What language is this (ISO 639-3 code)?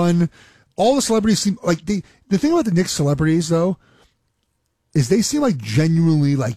eng